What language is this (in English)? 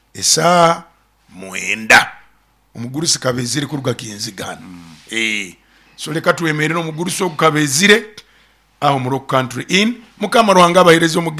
Nyoro